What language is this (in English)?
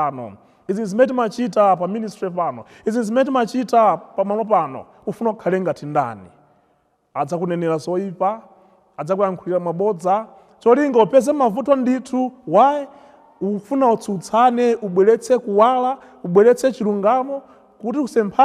Nyanja